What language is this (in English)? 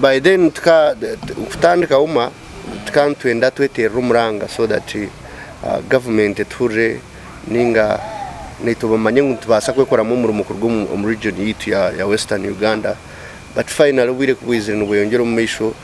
Nyankole